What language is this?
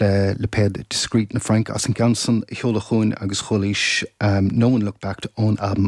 Irish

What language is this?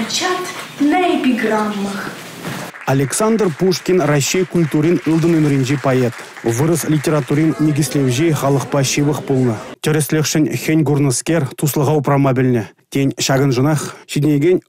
Chuvash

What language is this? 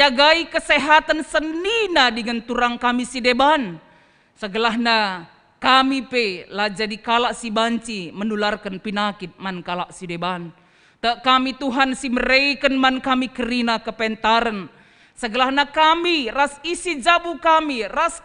Batak Karo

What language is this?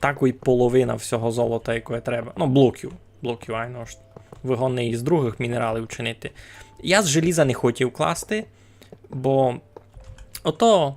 Rusyn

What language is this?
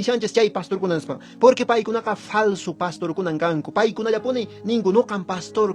Quechua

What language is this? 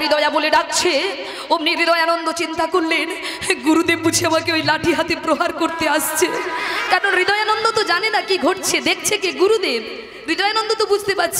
Bangla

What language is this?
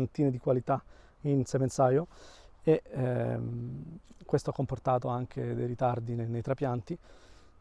Italian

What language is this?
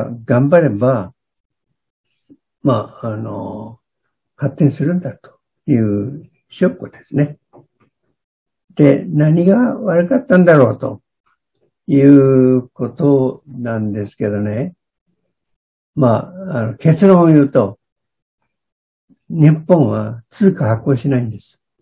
Japanese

